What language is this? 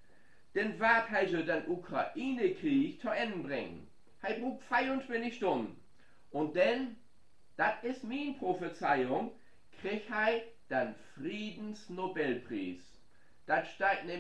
Low German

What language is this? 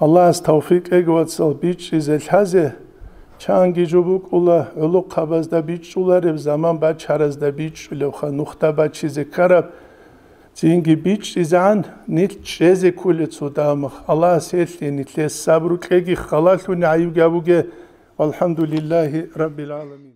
Avaric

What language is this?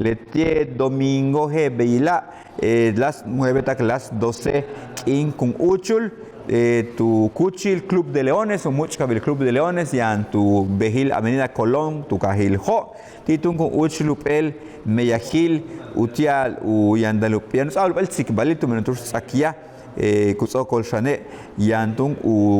Yucateco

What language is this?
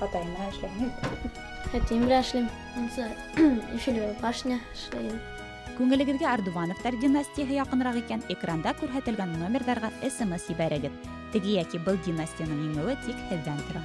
Bashkir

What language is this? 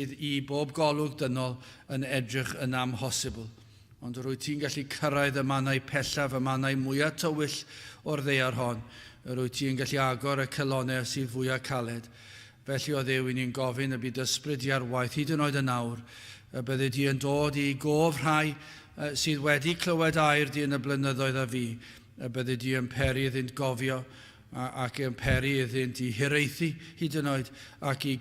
Welsh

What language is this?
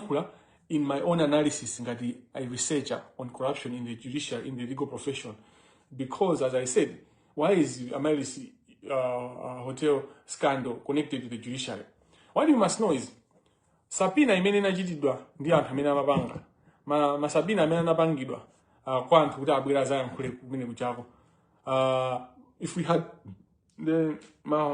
Nyanja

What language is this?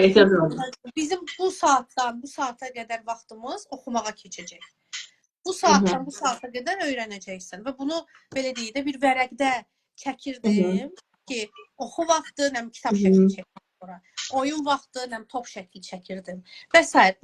Azerbaijani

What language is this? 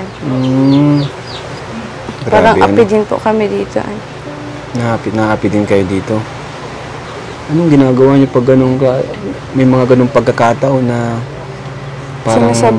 Filipino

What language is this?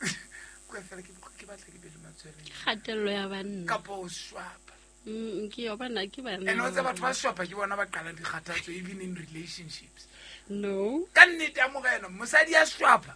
Southern Sotho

